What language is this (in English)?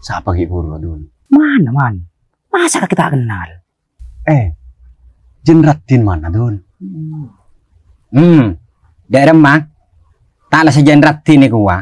Madurese